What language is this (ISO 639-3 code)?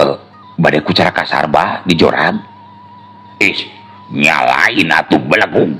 sun